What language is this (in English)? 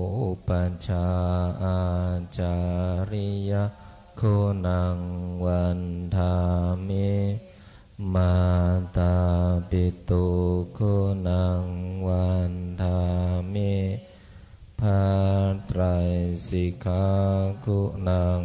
Pali